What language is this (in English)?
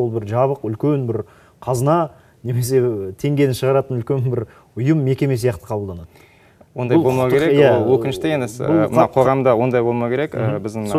Kazakh